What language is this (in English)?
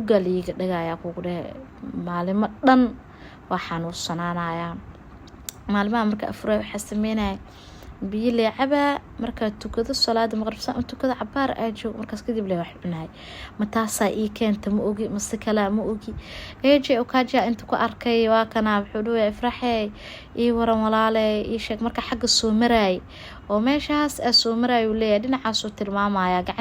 Somali